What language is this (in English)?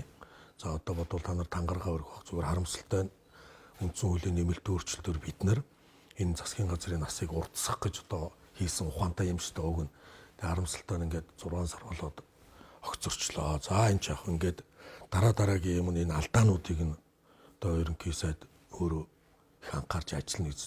Mongolian